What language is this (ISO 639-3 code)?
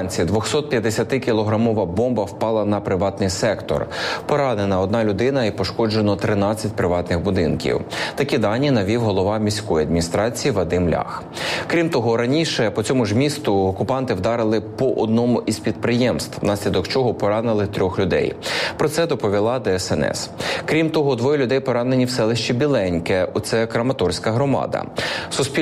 ukr